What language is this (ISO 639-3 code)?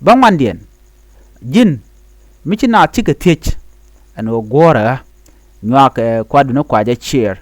nus